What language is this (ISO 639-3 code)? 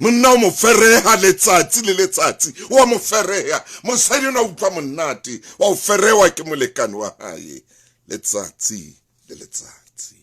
sot